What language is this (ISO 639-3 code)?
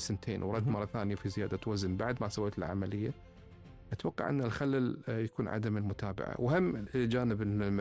afb